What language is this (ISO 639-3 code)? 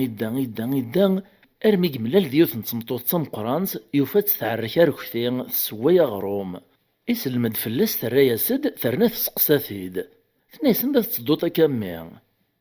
kab